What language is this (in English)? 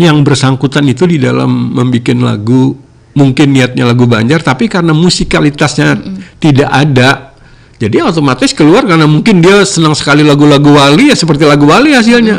Banjar